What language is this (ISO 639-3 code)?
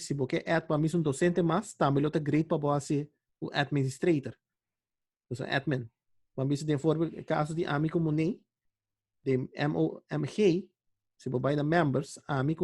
pap